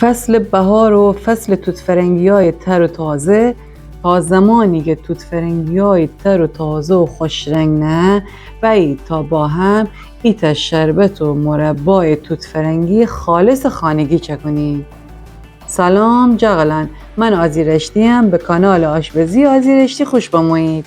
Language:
Gilaki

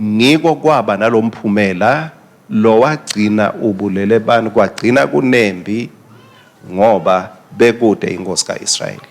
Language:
Swati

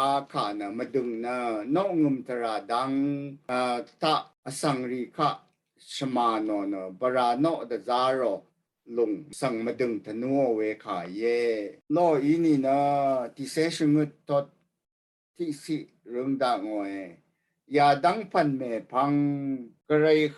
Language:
Rawang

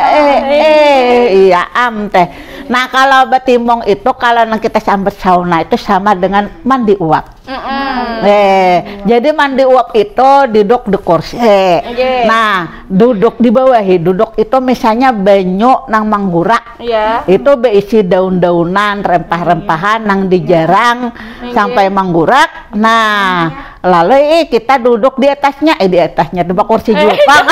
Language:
Banjar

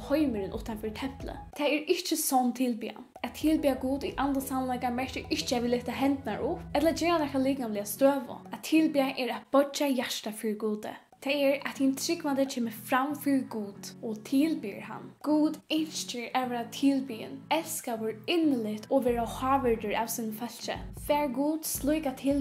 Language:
Faroese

